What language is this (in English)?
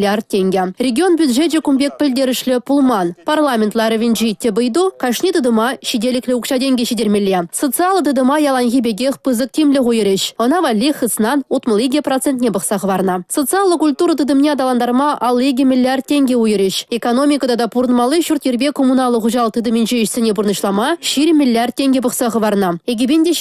Chuvash